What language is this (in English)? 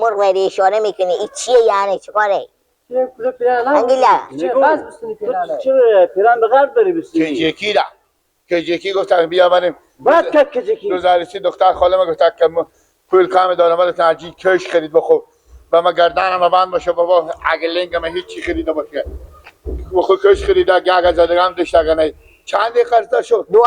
Persian